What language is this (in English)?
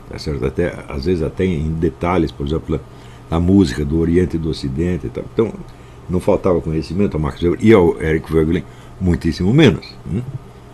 Portuguese